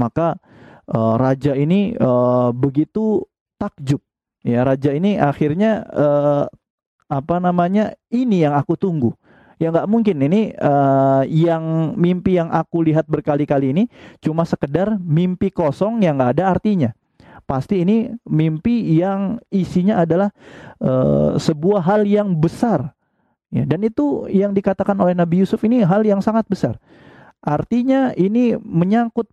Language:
Indonesian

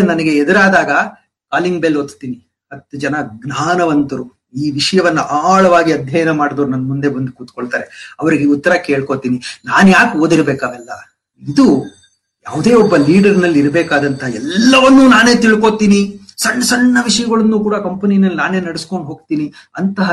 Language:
Kannada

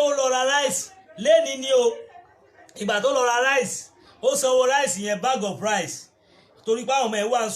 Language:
Yoruba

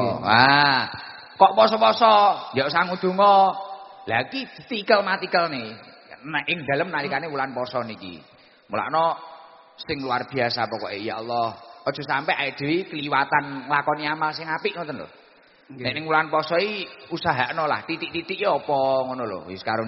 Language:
Javanese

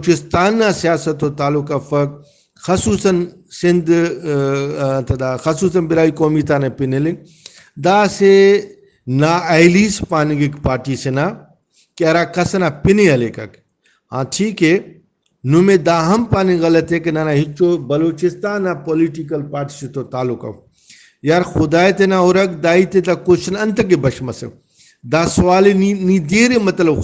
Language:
Brahui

